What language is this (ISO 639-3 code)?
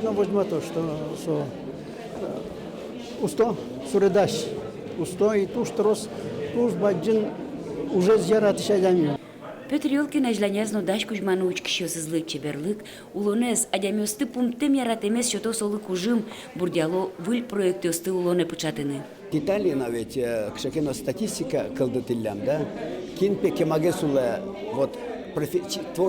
udm